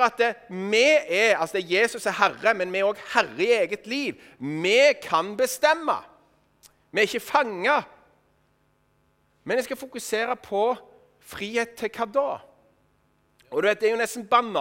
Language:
Norwegian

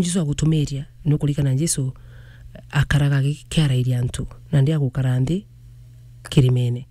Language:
Meru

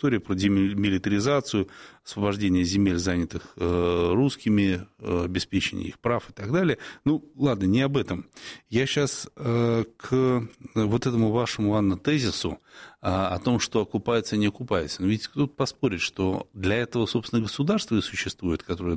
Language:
Russian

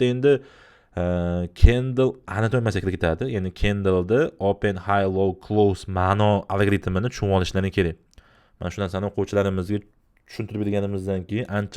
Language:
Uzbek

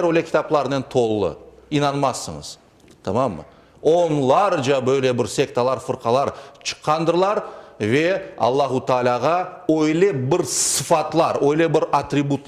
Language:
Crimean Tatar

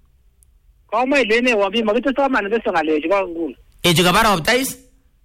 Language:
Swahili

